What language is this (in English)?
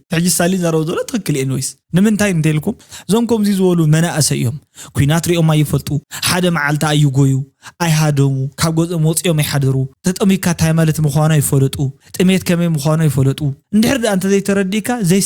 Tigrinya